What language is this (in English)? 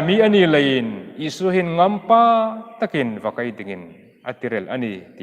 Hmar